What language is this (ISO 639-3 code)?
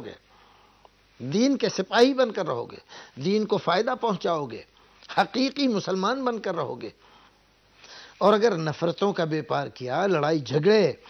urd